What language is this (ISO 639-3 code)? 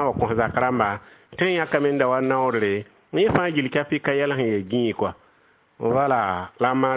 mos